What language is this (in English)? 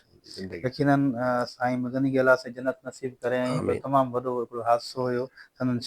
Sindhi